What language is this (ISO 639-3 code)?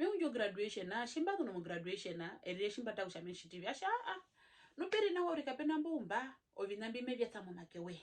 her